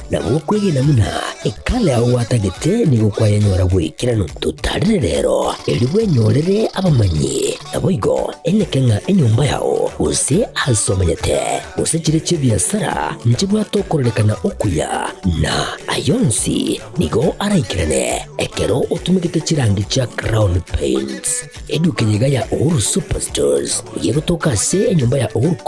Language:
Gusii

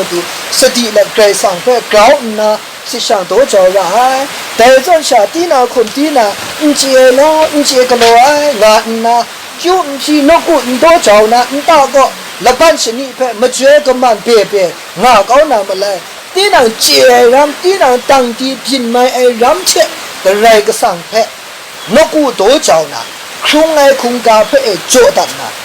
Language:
Kachin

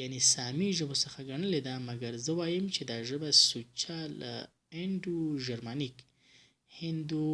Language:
Pashto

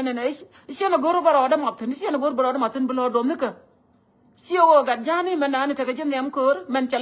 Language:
Nuer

